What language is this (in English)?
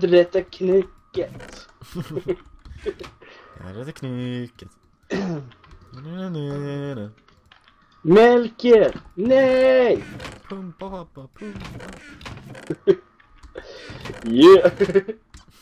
Swedish